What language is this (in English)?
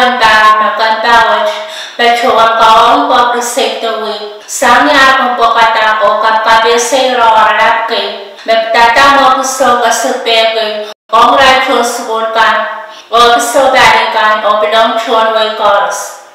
Pohnpeian